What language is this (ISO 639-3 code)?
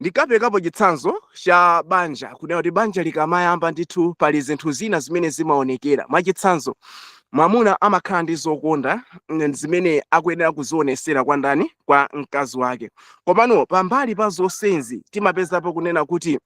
nya